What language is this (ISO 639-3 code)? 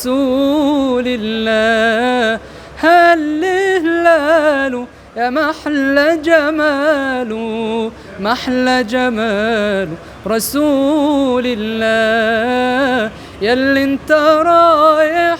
arz